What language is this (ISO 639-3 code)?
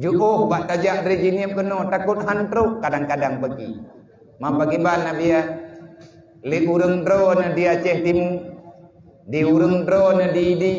ace